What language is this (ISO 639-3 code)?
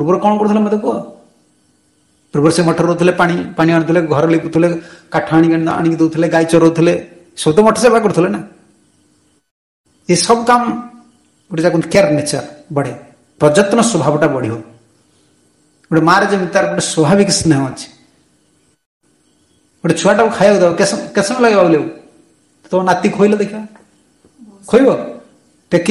ori